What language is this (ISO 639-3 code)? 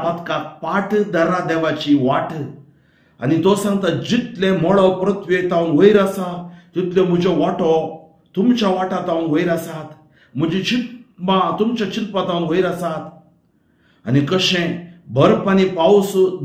kok